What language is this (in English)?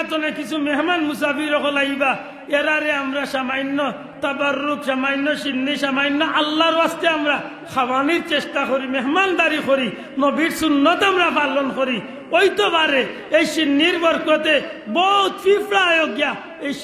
Sylheti